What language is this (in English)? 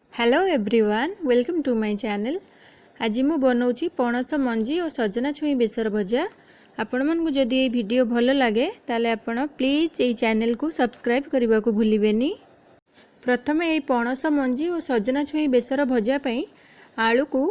Odia